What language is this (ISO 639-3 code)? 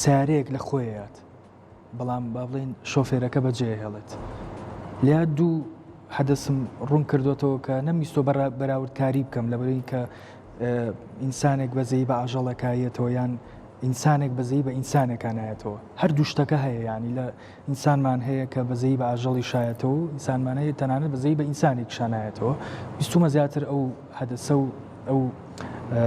ckb